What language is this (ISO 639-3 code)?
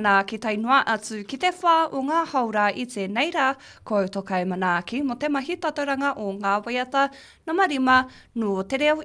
mri